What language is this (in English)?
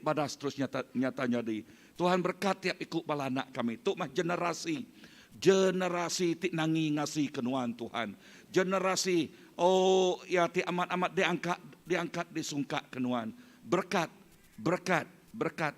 Iban